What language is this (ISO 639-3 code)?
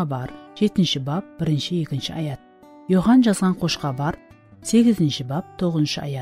kaa